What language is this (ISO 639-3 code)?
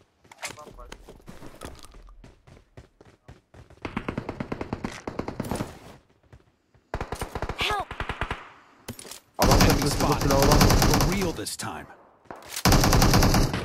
tur